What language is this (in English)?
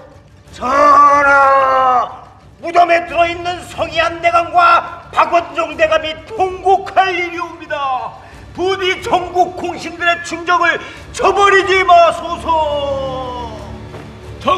Korean